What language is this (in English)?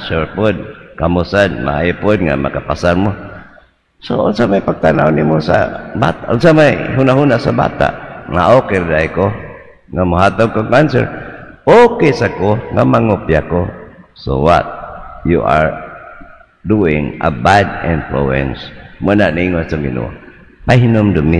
Cebuano